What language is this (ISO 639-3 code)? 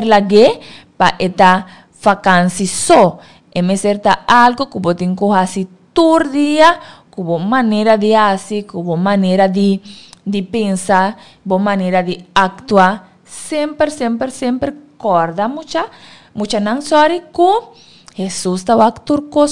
pap